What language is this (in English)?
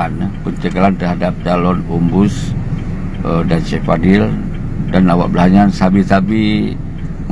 Achinese